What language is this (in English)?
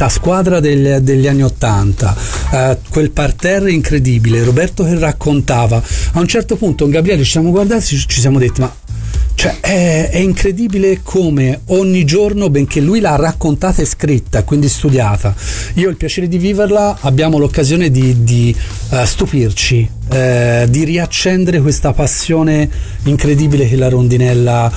Italian